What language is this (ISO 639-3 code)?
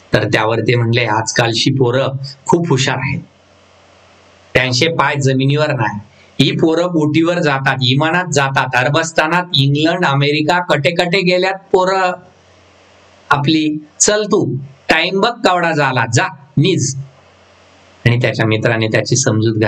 mar